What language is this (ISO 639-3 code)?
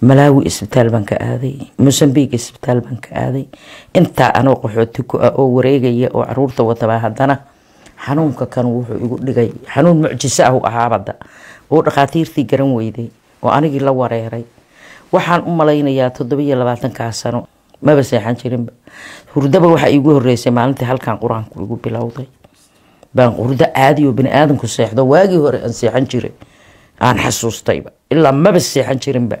som